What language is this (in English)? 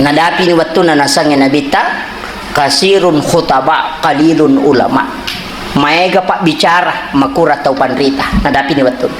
Buginese